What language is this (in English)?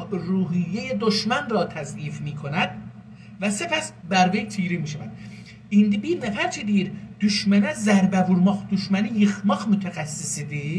South Azerbaijani